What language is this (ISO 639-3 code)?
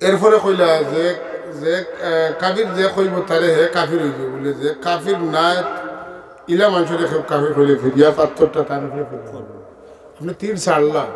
syl